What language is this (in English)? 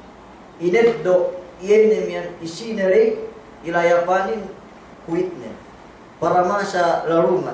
Yakan